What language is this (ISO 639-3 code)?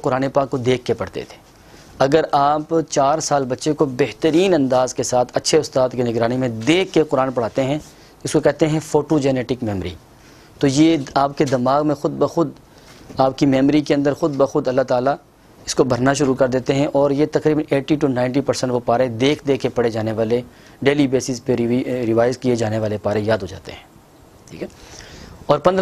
urd